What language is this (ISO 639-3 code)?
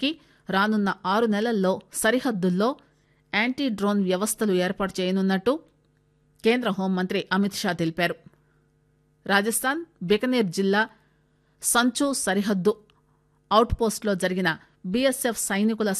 tel